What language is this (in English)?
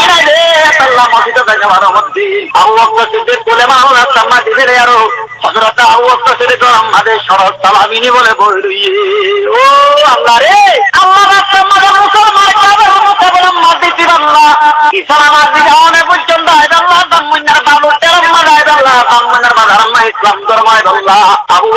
Rohingya